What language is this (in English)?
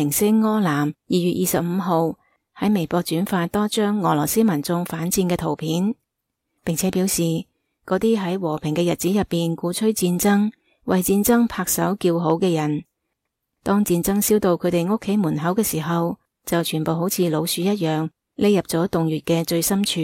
Cantonese